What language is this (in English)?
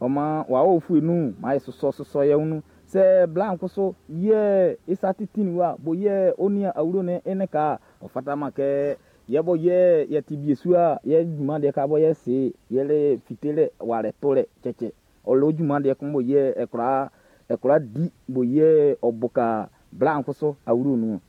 Baoulé